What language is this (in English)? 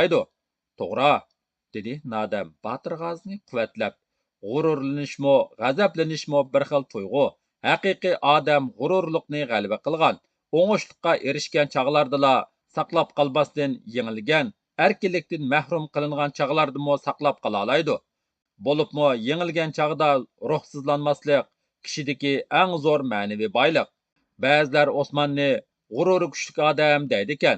Uyghur